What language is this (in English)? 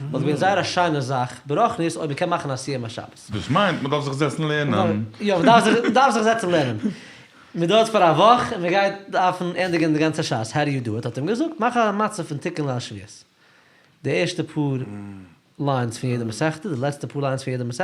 Yiddish